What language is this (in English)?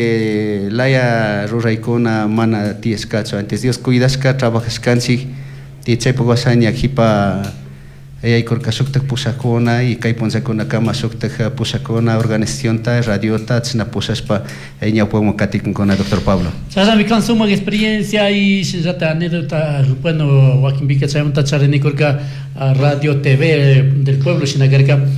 Chimborazo Highland Quichua